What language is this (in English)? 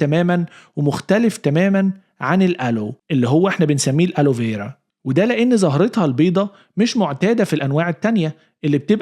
Egyptian Arabic